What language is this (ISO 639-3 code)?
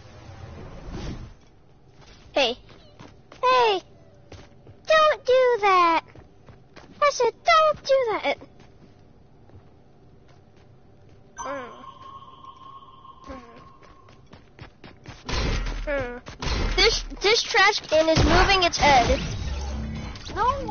eng